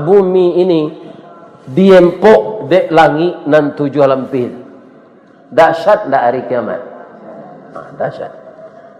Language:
Minangkabau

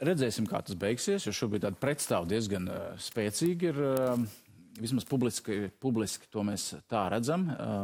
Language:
Latvian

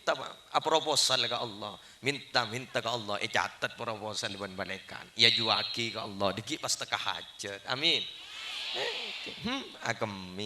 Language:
Madurese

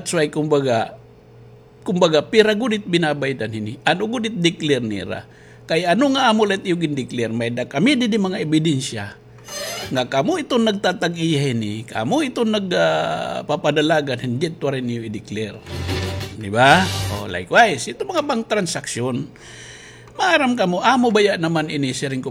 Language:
Waray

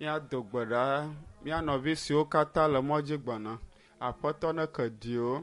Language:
Ewe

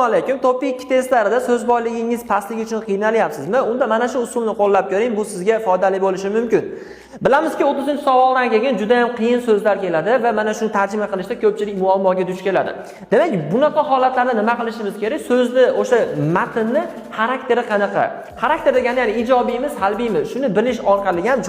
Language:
Uzbek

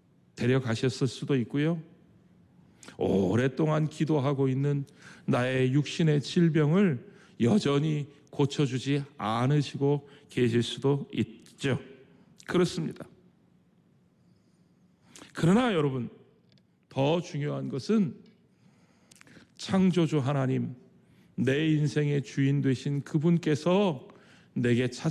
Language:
Korean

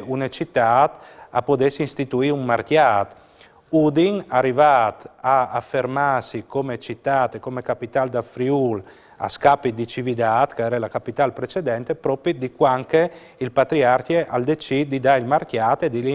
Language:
Friulian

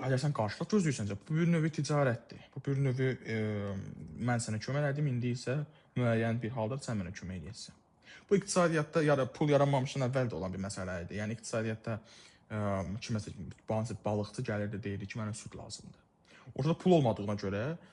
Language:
Azerbaijani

